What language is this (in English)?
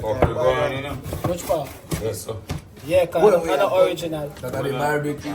Jamaican Creole English